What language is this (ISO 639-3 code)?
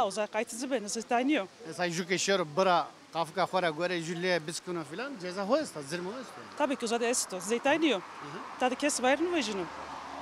zza